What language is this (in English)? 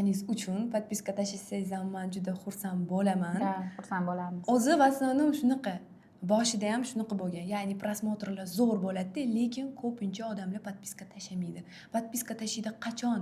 Uzbek